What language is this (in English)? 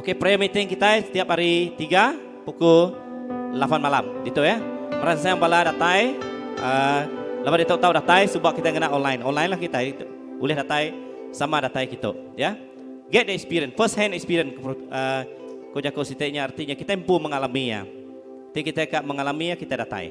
Iban